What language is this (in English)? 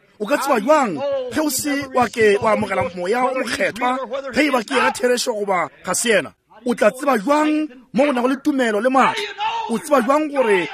Northern Sotho